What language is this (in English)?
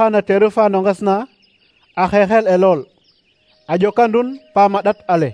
Serer